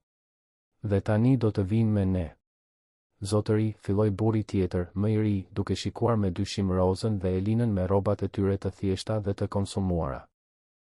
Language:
Albanian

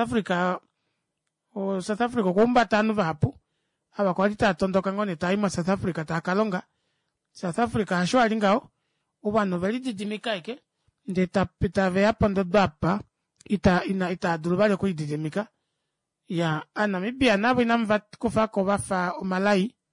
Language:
Kuanyama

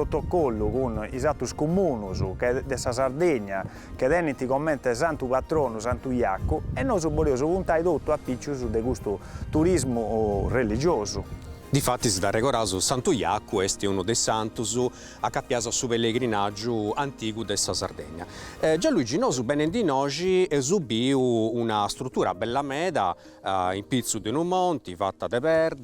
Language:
Sardinian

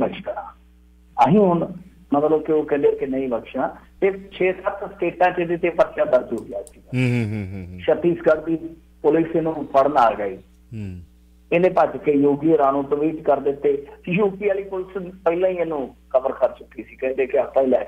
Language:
Punjabi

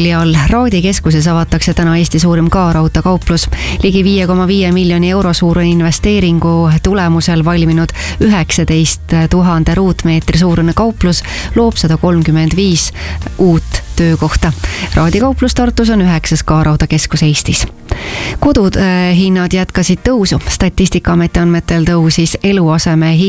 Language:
Estonian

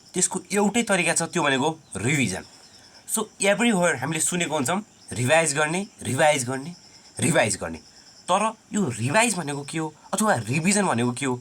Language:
Nepali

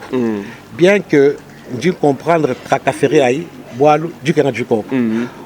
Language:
Luba-Lulua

